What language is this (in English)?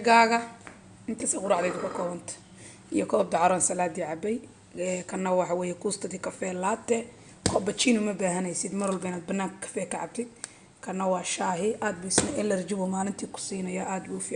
Somali